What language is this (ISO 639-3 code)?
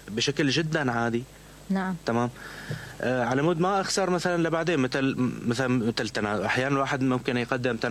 acm